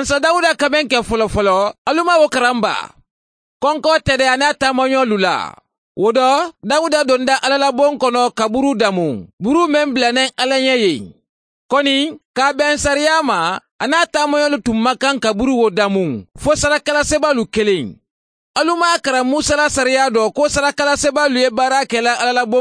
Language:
Mandingo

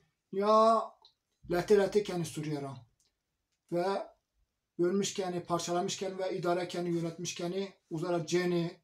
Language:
Zaza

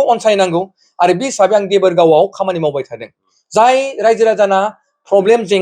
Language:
Bodo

